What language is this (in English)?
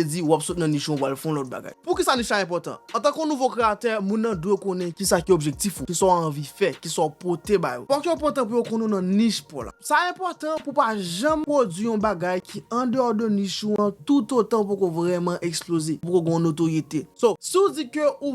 Haitian Creole